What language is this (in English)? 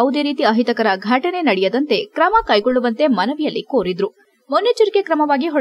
Kannada